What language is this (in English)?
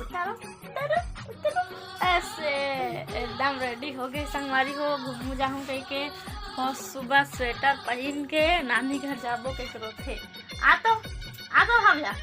Chhattisgarhi